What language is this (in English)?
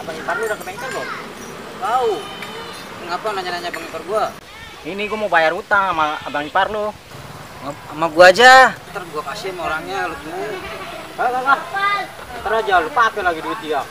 Betawi